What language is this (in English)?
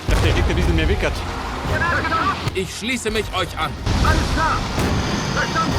Bavarian